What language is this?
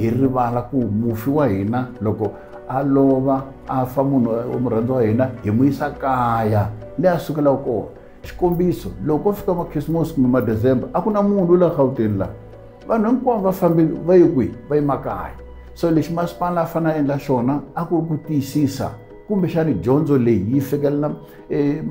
Tsonga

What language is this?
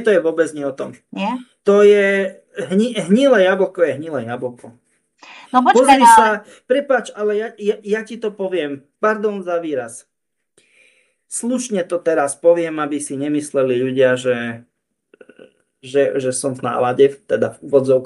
Slovak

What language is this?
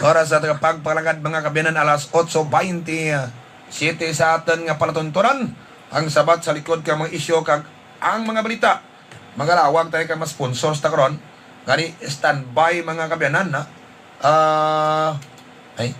Hiligaynon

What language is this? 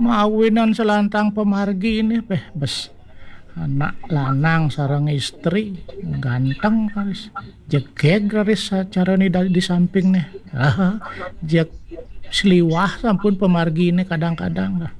Balinese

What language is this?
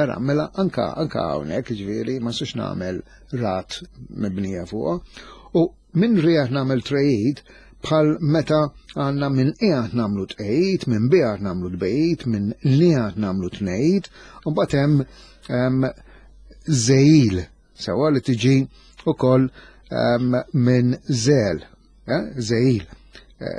Maltese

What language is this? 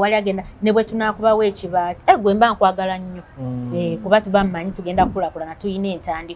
Ganda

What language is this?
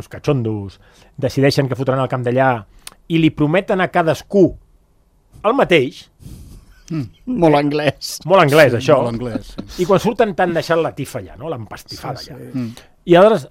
Catalan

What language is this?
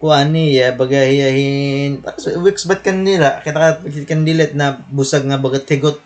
Waray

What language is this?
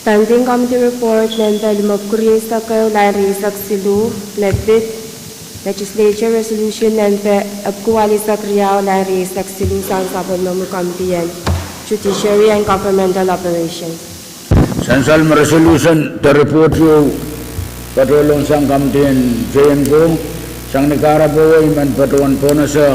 Pohnpeian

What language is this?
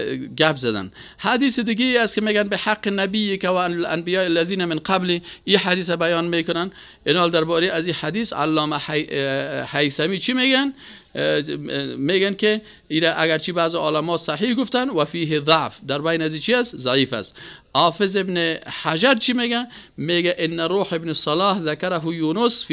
Persian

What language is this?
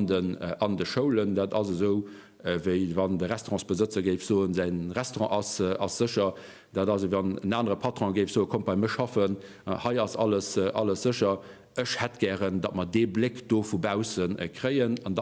Luxembourgish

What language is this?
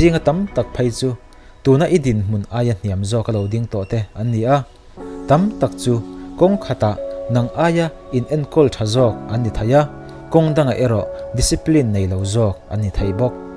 Mizo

